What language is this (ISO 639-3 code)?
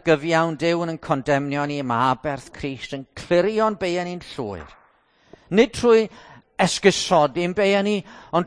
cym